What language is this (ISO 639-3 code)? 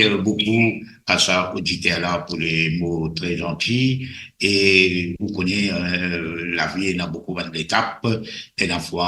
mfe